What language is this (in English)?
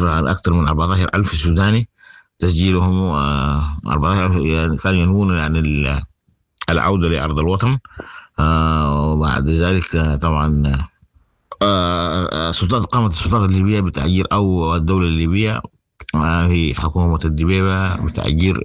Sudanese Arabic